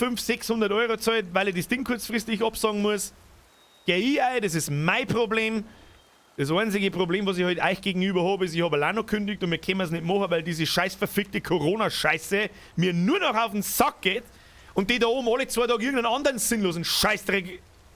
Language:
Bavarian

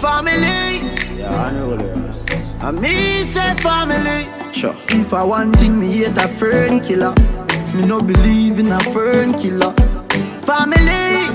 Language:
Jamaican Creole English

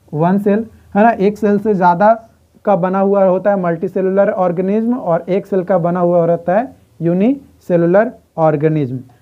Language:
Hindi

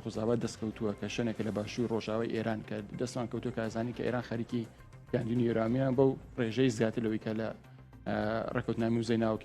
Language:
Central Kurdish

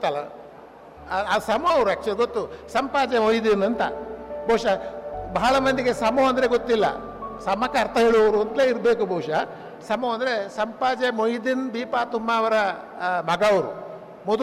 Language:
Kannada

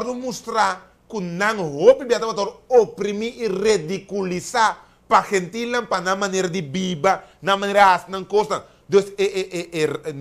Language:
Papiamento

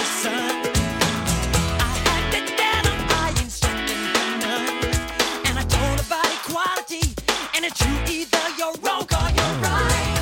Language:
English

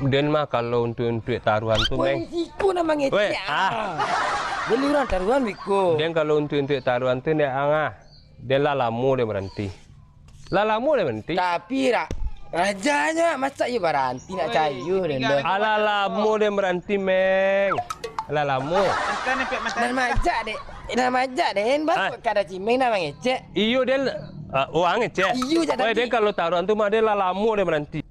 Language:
Minangkabau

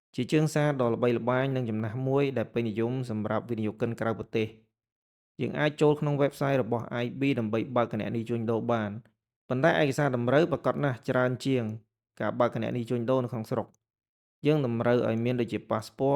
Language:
Khmer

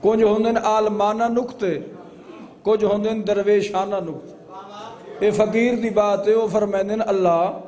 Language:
Saraiki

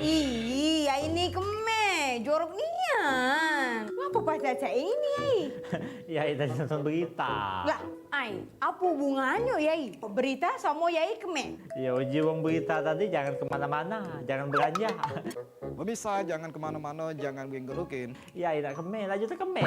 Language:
Musi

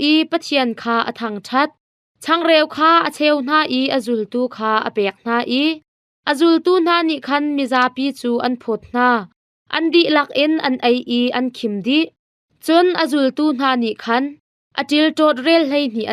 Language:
Hakha Chin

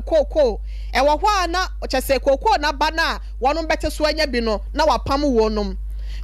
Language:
Akan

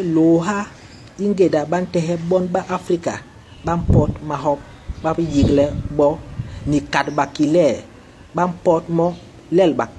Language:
Basaa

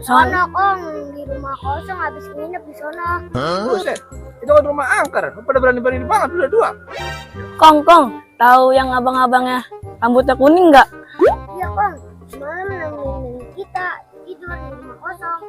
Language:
Betawi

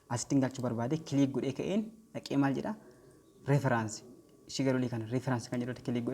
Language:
Oromo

